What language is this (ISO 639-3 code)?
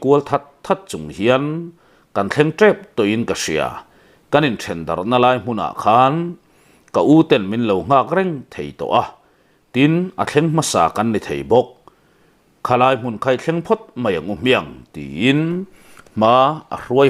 lus